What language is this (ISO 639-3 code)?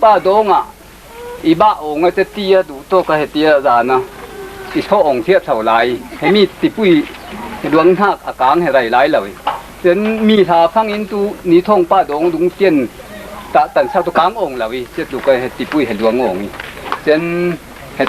cfm